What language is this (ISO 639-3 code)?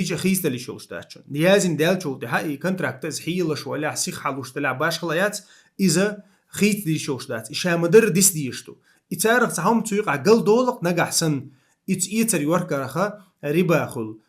che